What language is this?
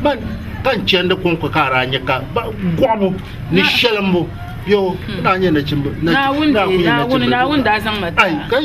Dagbani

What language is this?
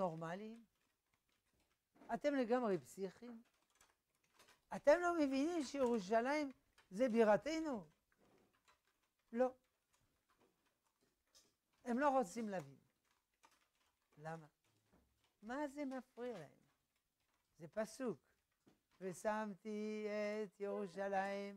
Hebrew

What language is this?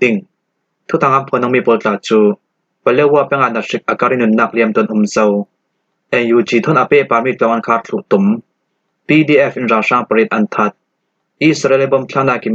Falam Chin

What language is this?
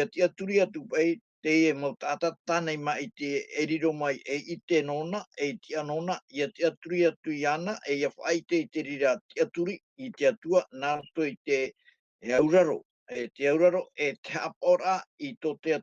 Tahitian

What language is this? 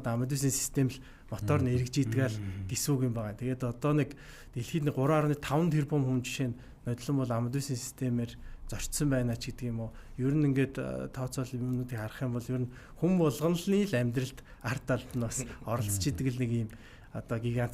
Mongolian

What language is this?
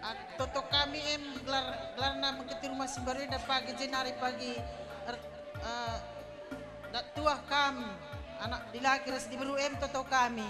Batak Karo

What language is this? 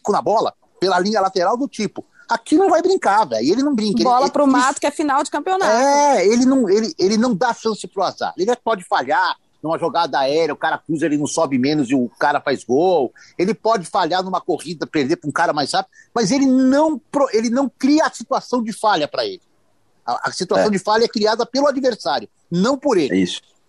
Portuguese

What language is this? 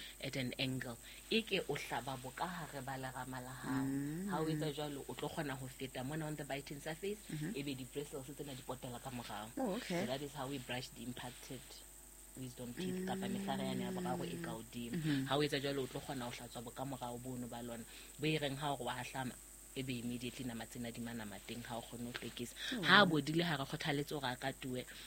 Southern Sotho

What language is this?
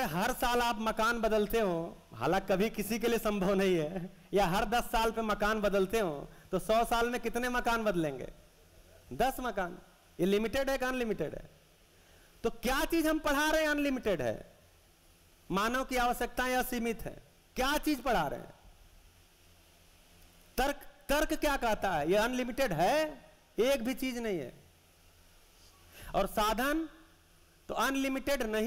Hindi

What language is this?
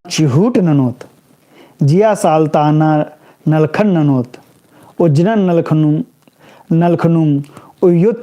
Kurukh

